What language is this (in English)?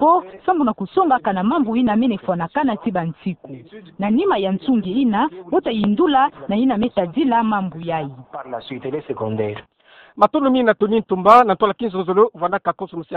Kituba (Democratic Republic of Congo)